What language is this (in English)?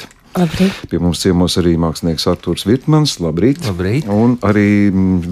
Latvian